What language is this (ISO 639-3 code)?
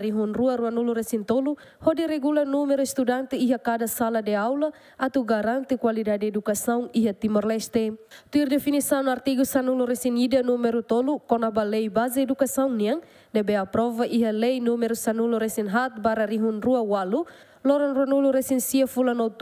tet